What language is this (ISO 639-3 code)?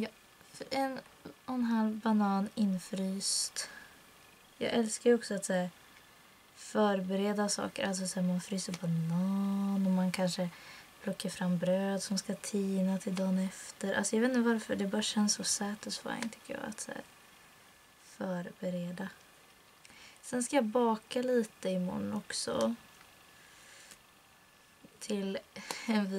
swe